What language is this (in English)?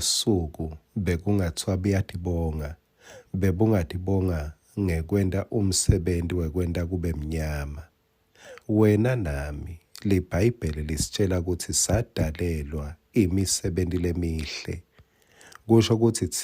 Swati